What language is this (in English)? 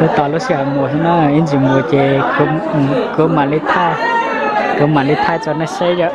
Hmong